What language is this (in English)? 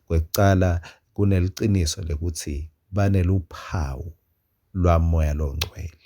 Swati